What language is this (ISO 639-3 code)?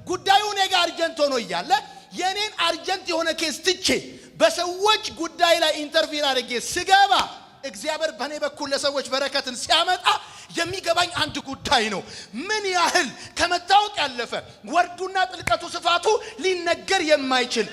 amh